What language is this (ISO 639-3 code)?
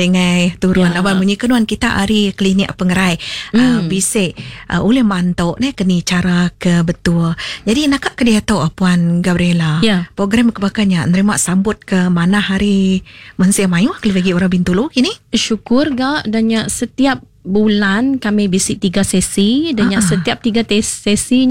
iba